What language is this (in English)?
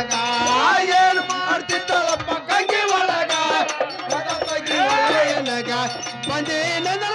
Kannada